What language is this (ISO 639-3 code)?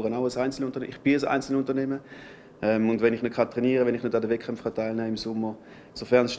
gsw